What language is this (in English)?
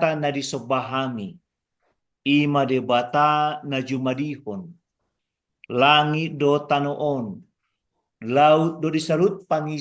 Batak Toba